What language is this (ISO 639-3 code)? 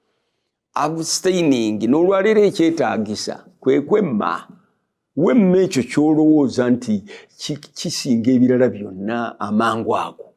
lug